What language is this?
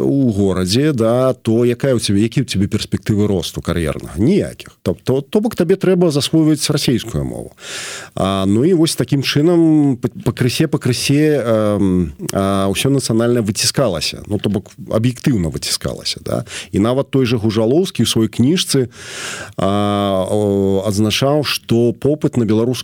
Belarusian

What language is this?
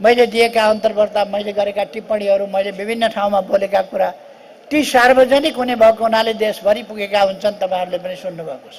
Nepali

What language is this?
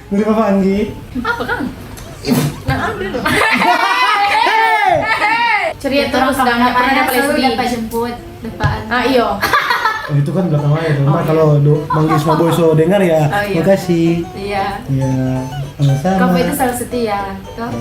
Manado Malay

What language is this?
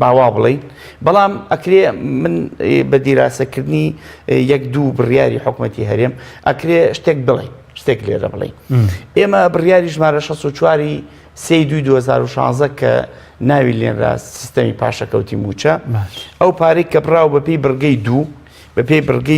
Central Kurdish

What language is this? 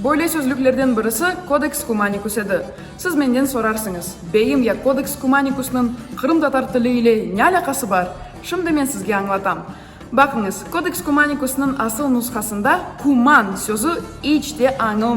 Crimean Tatar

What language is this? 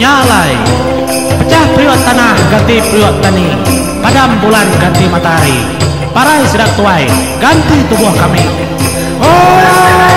Iban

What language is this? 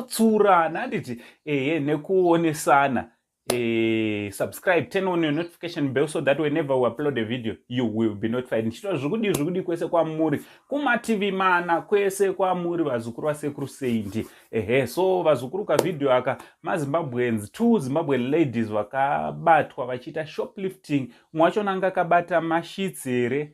Shona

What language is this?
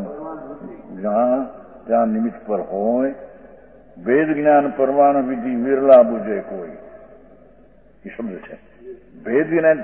Gujarati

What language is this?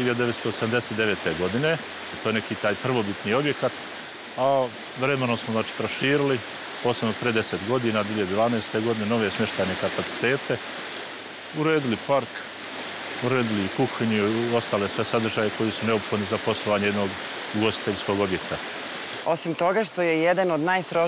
Serbian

